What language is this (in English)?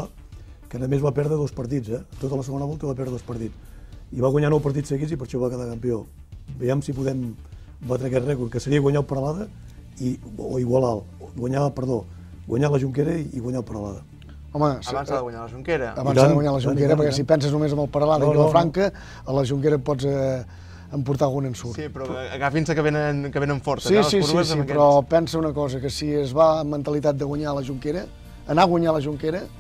Catalan